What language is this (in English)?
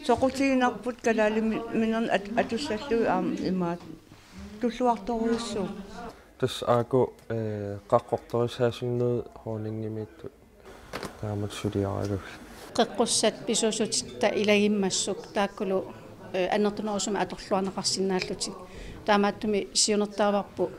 Kalaallisut